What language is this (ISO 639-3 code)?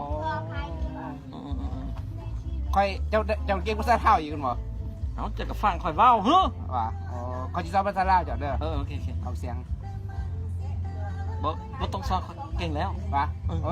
lao